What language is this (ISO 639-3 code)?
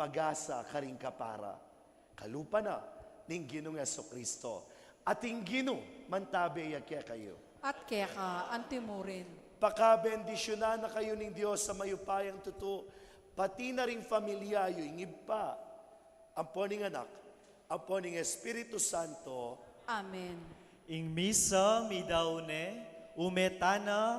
pam